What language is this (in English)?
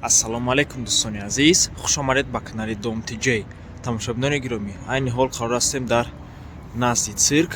Tajik